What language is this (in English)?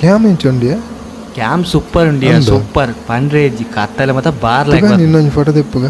Tulu